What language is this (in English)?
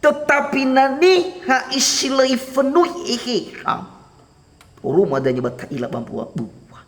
Nias